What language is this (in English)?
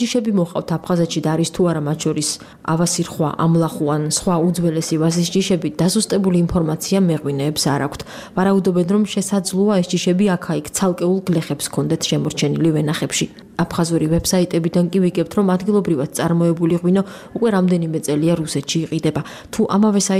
Georgian